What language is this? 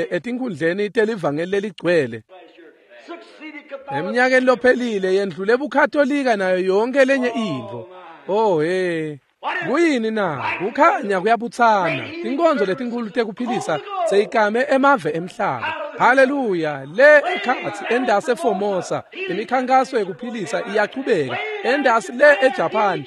Swati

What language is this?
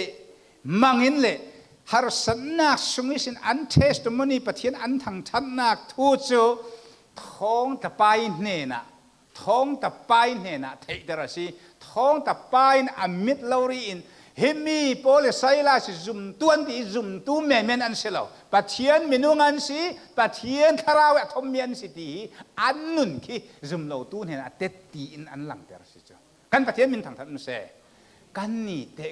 Falam Chin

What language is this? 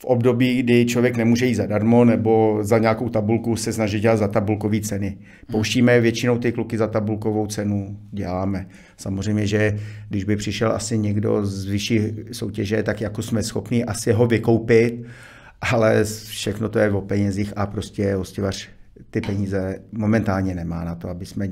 Czech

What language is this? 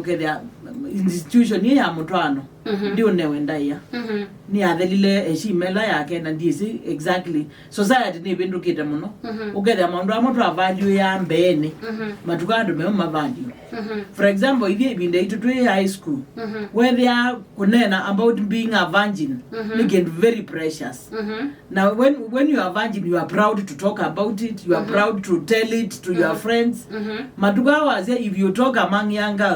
Kamba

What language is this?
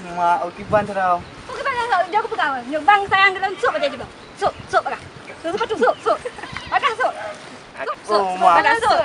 Achinese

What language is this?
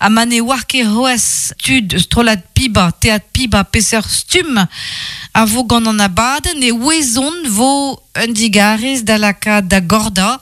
Breton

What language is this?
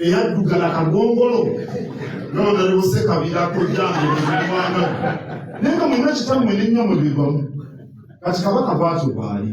Ganda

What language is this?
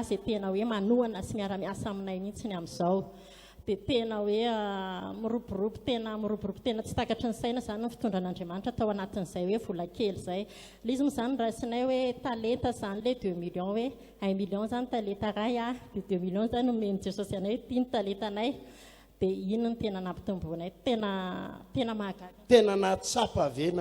Malagasy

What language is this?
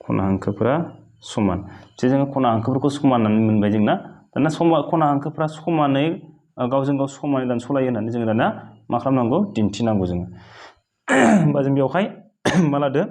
Bodo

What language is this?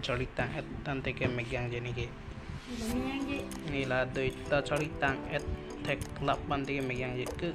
Karbi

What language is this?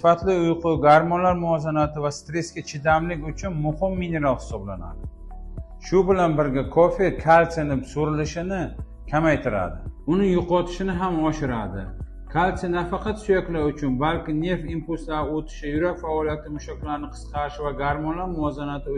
Uzbek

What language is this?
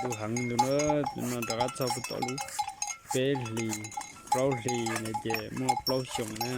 Hmong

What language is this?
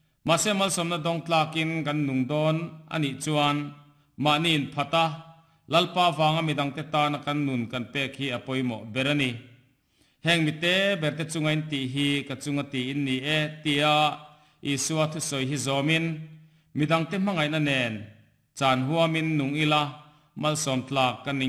Mizo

